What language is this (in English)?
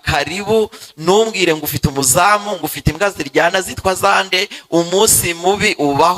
Kinyarwanda